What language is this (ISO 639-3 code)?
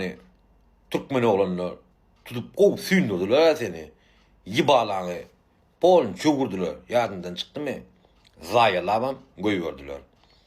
tuk